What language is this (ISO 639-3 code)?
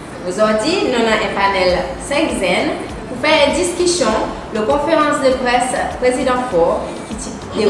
crs